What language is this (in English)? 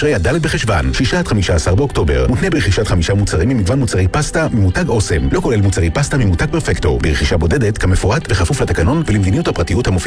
Hebrew